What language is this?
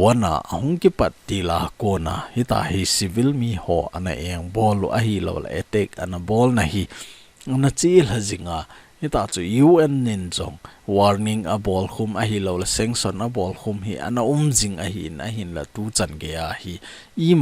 Thado Chin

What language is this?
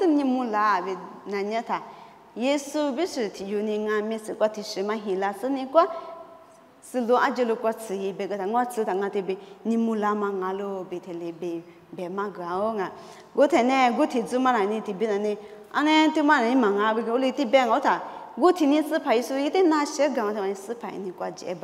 Lisu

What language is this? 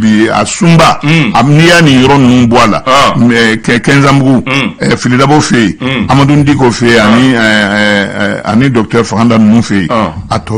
Bambara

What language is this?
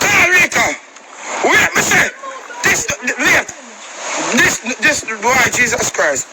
Jamaican Creole English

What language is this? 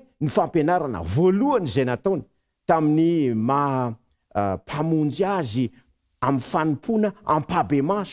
Malagasy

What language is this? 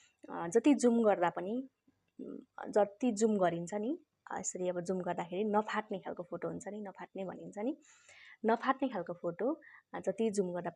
Nepali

